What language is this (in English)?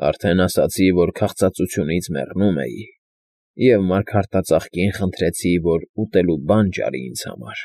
Armenian